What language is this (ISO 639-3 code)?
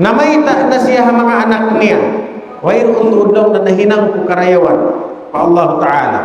tsg